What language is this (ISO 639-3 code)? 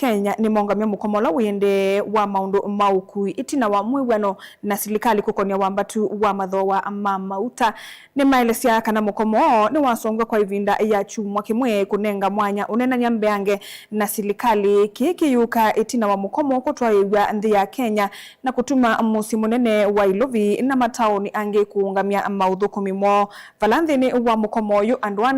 kam